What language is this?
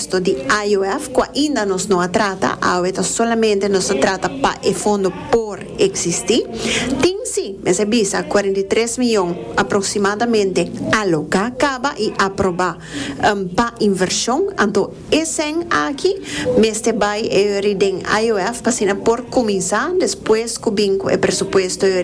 Papiamento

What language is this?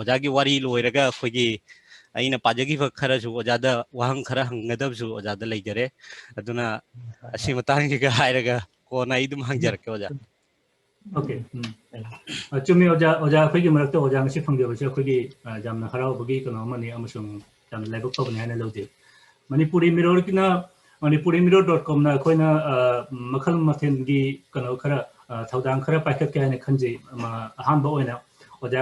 Manipuri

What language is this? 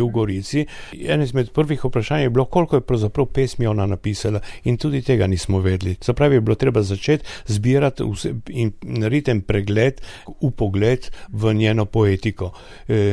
Slovenian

